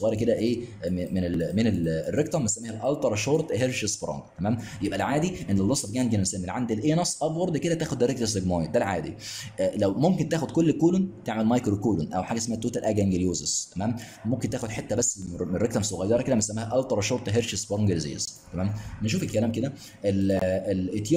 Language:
Egyptian Arabic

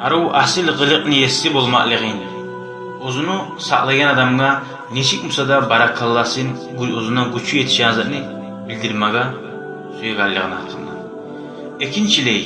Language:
Kumyk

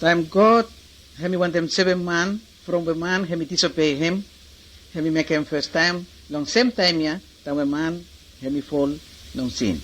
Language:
Bislama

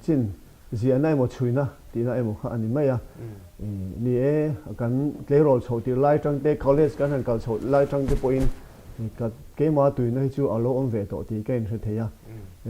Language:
Mizo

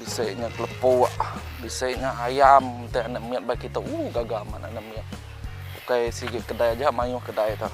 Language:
Iban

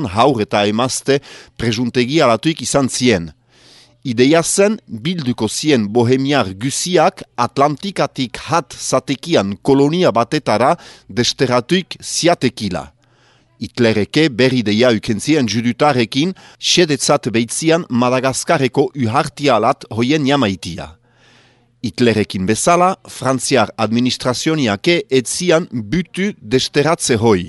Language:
Basque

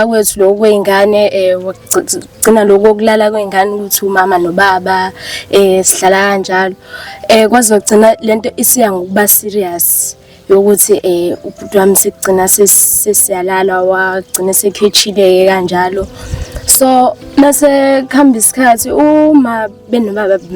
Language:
Zulu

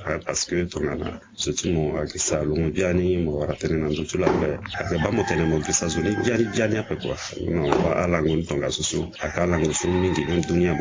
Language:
Sango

